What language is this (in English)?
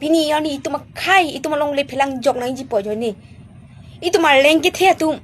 Karbi